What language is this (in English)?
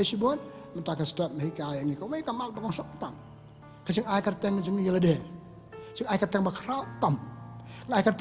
Khasi